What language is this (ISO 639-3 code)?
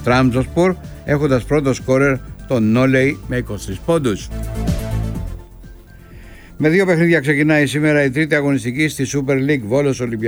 ell